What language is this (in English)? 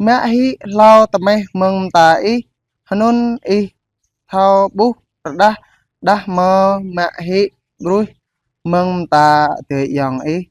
Jarai